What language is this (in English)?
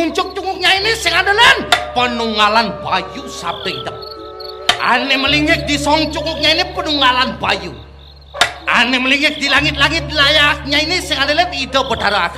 Balinese